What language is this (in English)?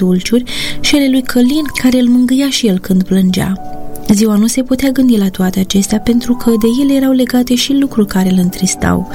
Romanian